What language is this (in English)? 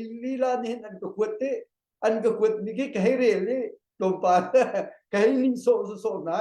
Hakha Chin